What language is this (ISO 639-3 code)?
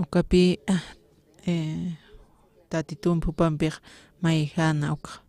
aym